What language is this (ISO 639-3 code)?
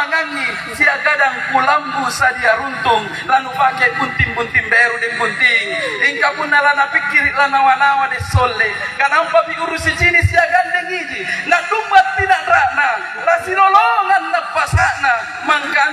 mak